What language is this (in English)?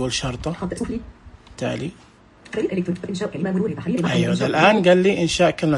Najdi Arabic